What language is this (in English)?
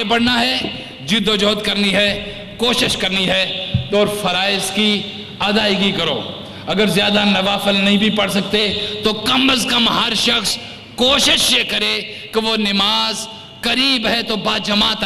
Urdu